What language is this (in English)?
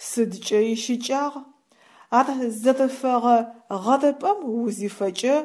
Adyghe